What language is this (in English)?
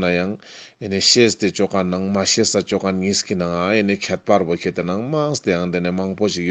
Ladakhi